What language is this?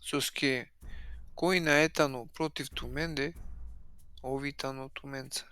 Balkan Romani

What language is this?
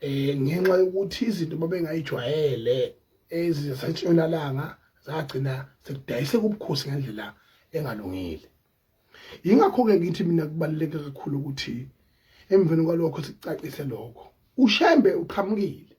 Zulu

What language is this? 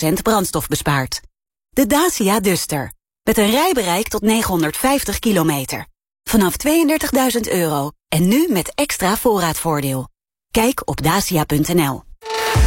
Dutch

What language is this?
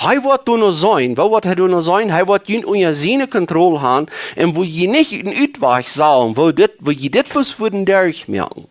Plautdietsch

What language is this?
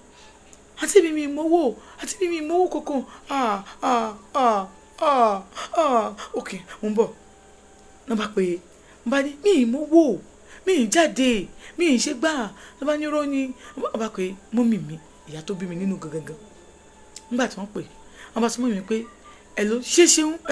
Yoruba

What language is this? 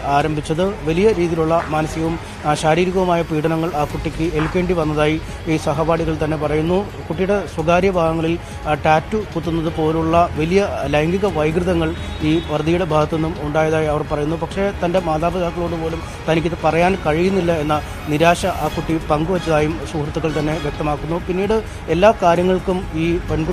Malayalam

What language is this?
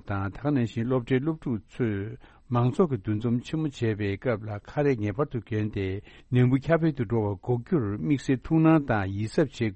Tibetan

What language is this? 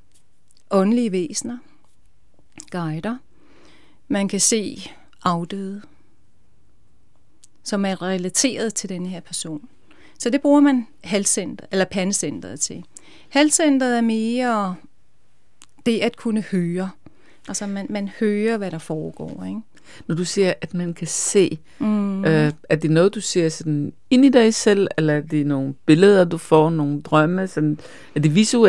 Danish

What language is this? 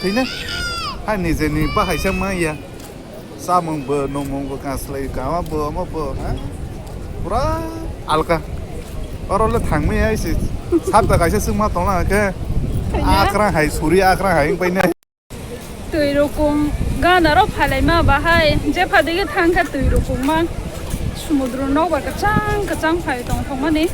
Kok Borok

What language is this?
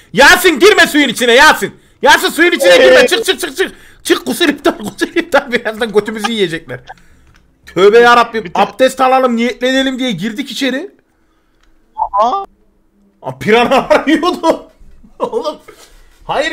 Turkish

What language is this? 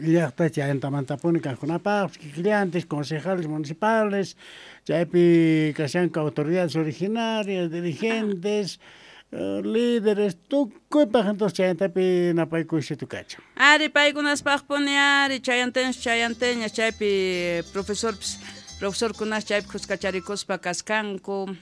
South Bolivian Quechua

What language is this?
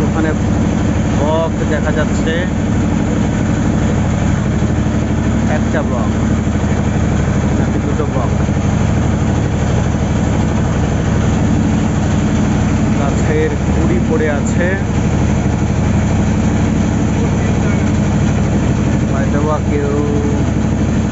Bangla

